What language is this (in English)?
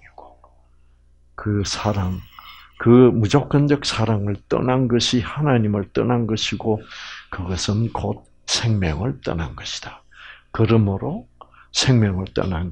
Korean